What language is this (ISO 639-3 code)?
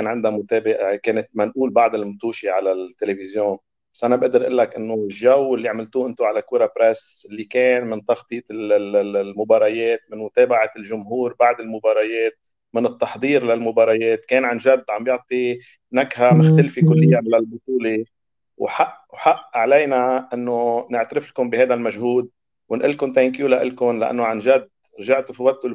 apc